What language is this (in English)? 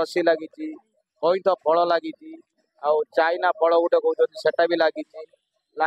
Odia